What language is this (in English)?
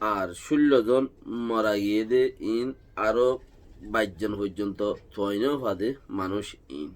Rohingya